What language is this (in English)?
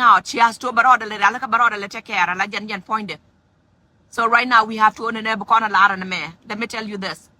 Nuer